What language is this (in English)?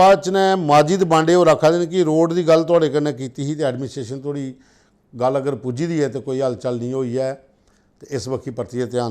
Dogri